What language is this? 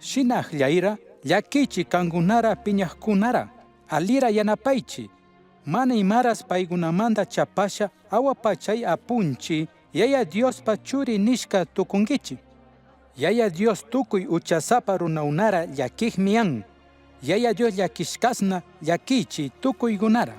Chimborazo Highland Quichua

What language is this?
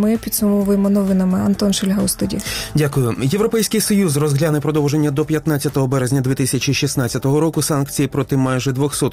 Ukrainian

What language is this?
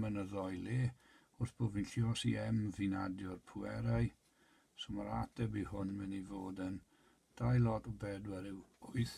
Welsh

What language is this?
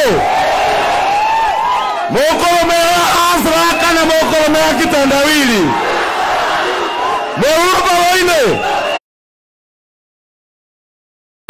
Swahili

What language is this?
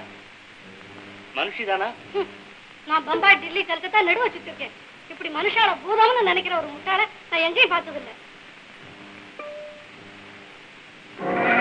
Tamil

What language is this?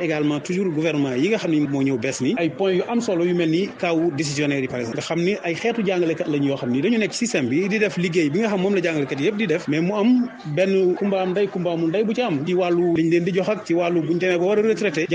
Wolof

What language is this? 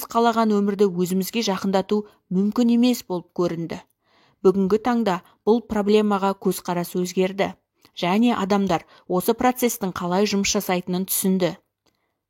Kazakh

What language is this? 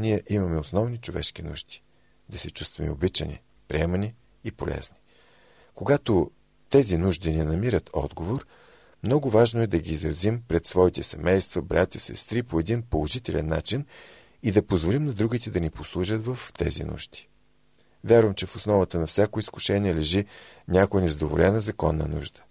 Bulgarian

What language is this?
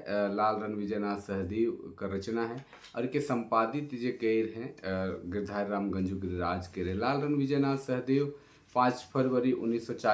Sadri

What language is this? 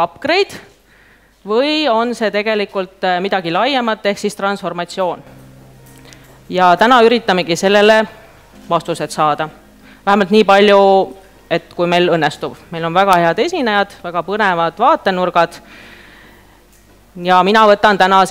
Estonian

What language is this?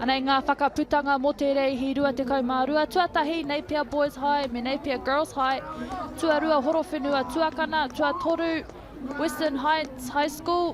Māori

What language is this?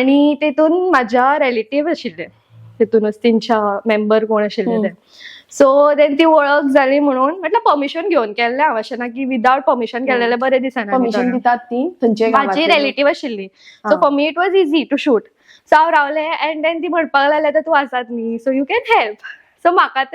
Konkani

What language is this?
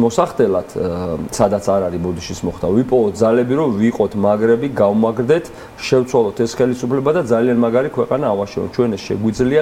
Georgian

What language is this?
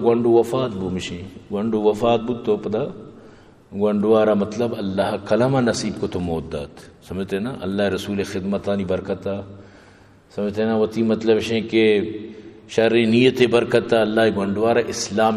Eastern Balochi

